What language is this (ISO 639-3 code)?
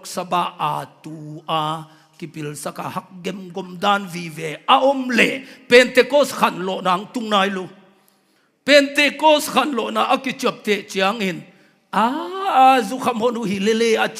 ctd